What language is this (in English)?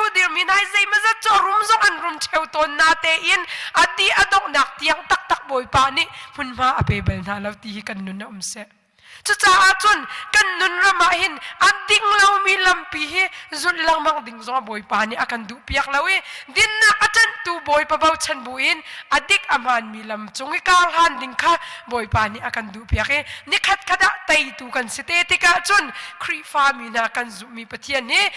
Hakha Chin